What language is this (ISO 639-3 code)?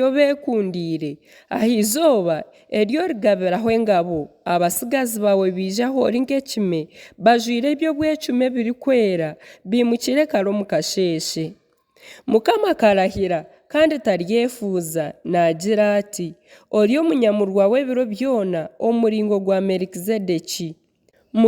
nyn